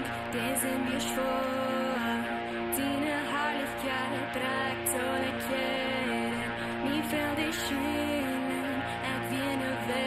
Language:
Plautdietsch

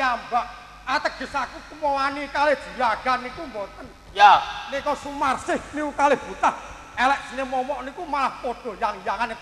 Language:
Javanese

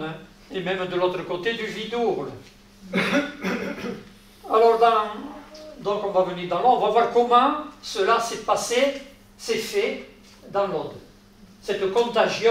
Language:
French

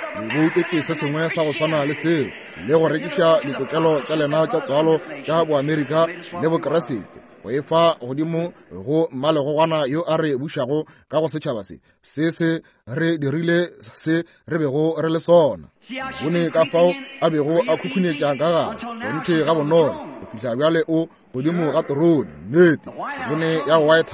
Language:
Northern Sotho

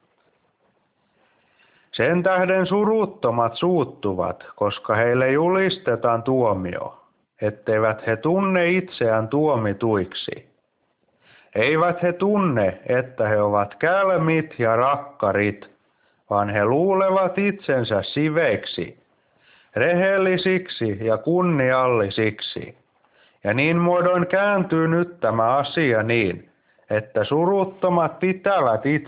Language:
Finnish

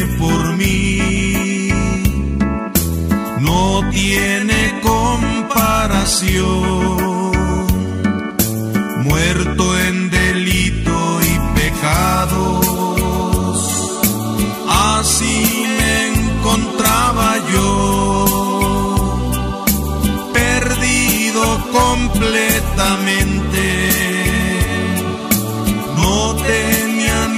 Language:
Spanish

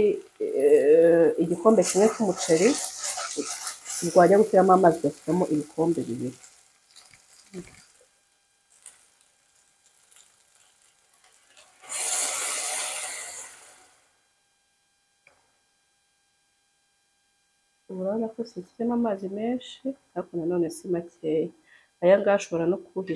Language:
Kinyarwanda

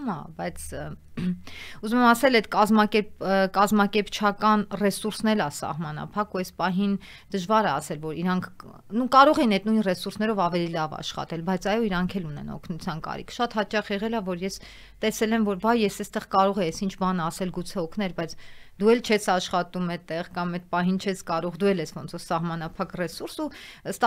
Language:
Armenian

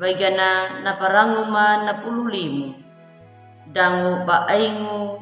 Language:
Anakalangu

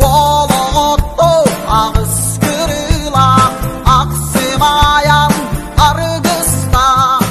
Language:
Yakut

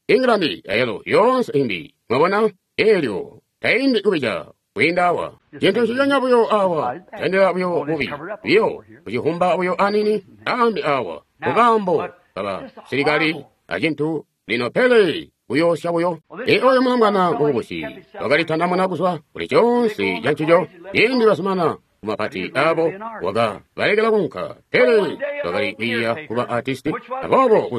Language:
Tonga (Zambia)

